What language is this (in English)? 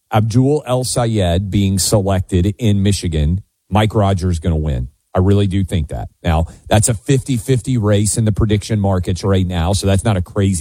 English